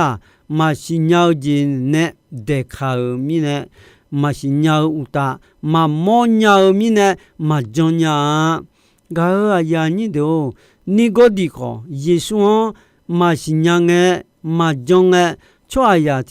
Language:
Akha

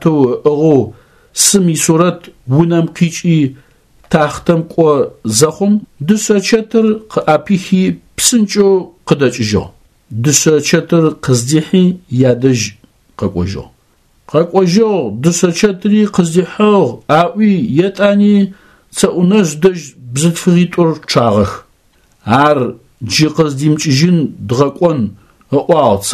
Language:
Adyghe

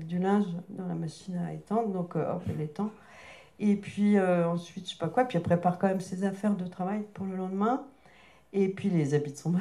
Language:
French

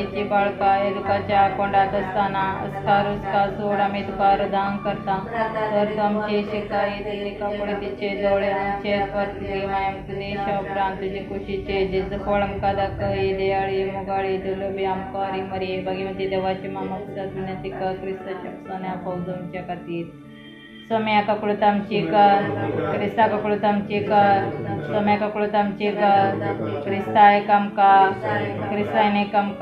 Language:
Konkani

